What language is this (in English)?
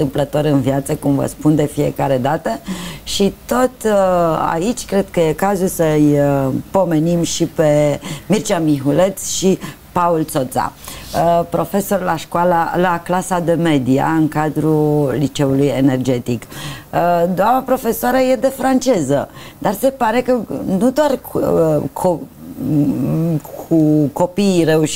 Romanian